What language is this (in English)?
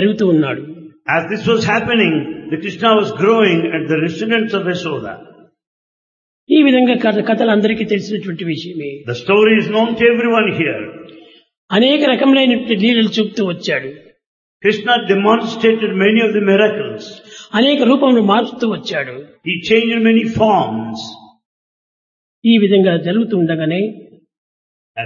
Telugu